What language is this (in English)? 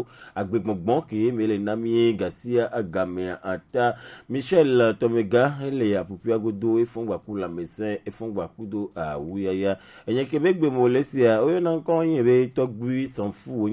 Gen